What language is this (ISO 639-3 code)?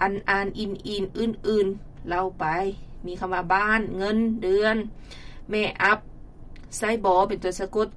lao